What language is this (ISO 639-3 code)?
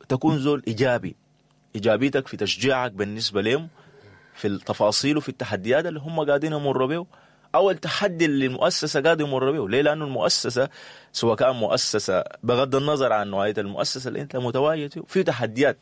apd